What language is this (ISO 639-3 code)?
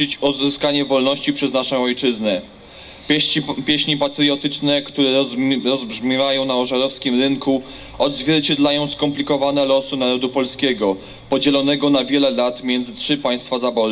pol